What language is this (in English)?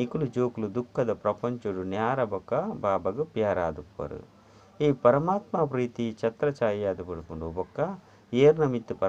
Tulu